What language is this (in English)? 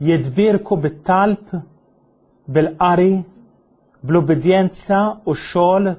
Maltese